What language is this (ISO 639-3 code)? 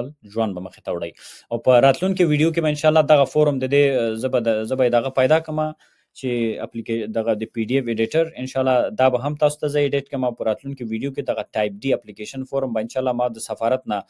pus